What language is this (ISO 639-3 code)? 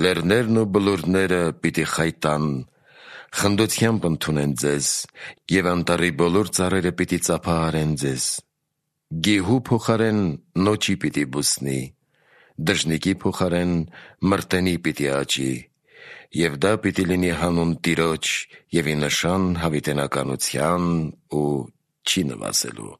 hye